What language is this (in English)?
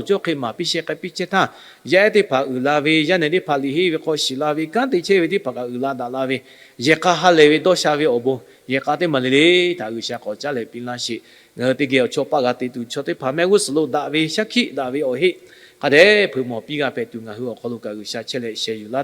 Lahu